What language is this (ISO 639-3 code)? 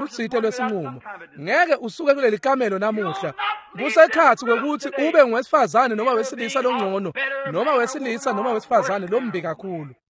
ssw